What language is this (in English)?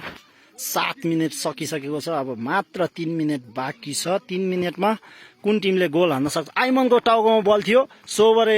Nepali